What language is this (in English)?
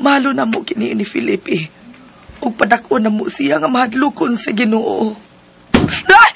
Cebuano